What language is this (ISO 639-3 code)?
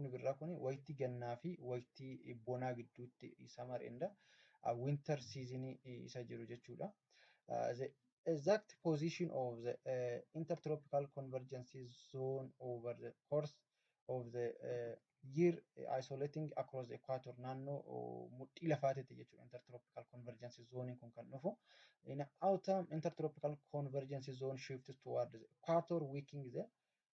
orm